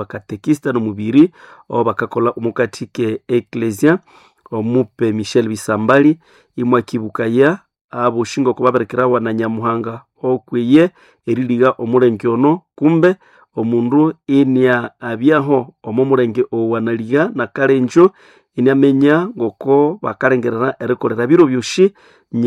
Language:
Nande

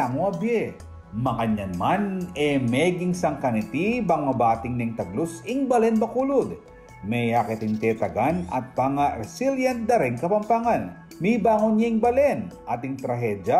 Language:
Pampanga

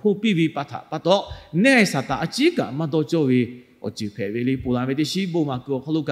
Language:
Lahu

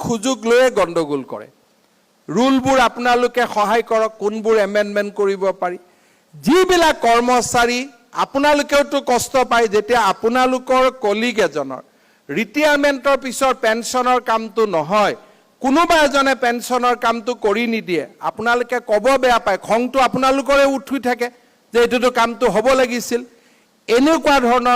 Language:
Assamese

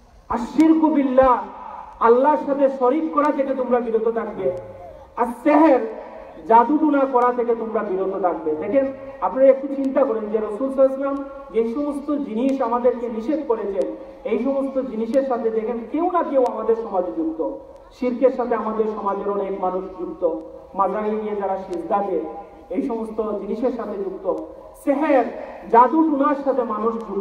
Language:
Bangla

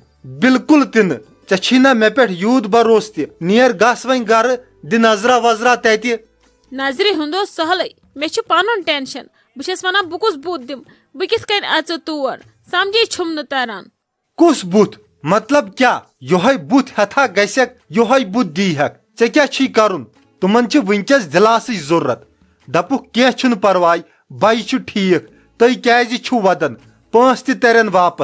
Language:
Kashmiri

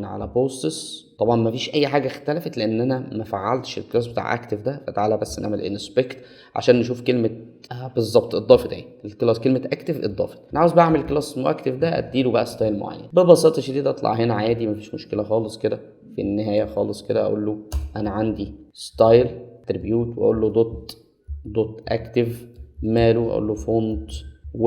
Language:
Egyptian Arabic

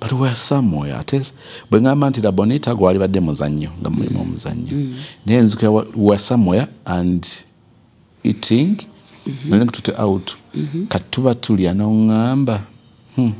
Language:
Ganda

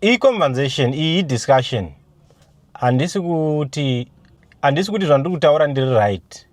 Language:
Shona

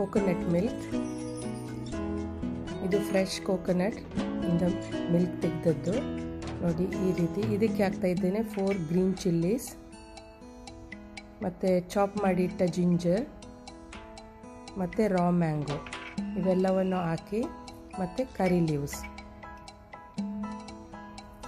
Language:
Kannada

